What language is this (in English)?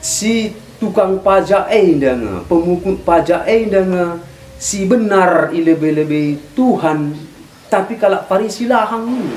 Batak Karo